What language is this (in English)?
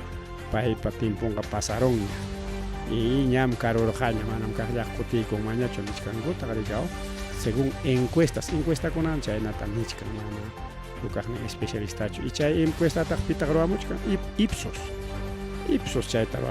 Ayacucho Quechua